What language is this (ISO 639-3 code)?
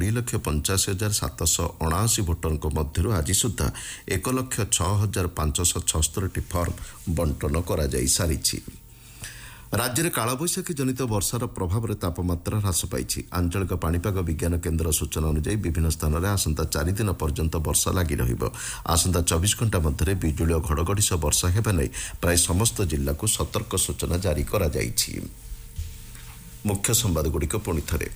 ori